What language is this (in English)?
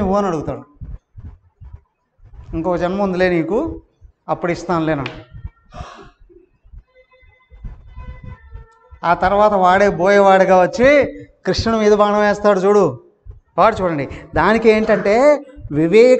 Telugu